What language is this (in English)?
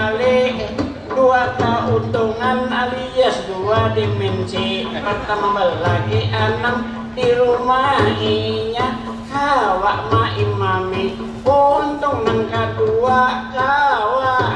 Banjar